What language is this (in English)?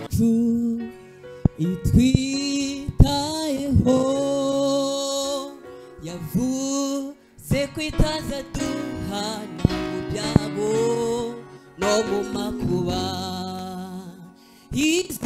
Kinyarwanda